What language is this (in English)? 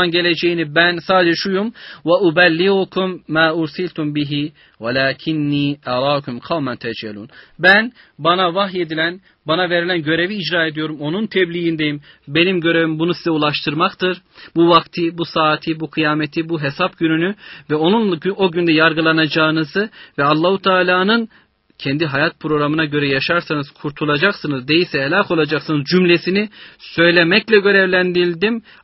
Turkish